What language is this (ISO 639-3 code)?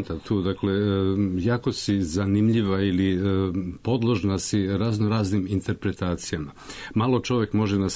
srp